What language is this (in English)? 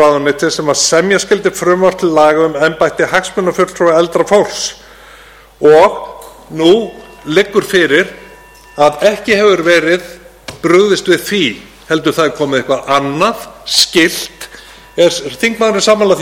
Icelandic